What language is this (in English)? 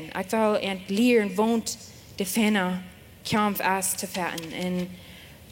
Plautdietsch